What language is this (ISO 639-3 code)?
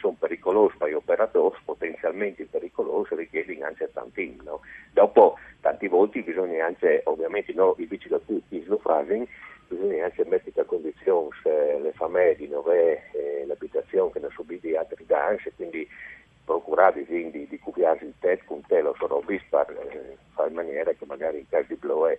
fur